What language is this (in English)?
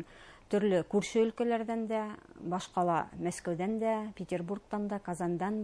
Bashkir